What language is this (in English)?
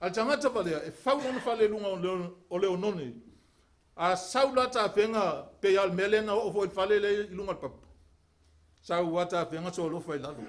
Samoan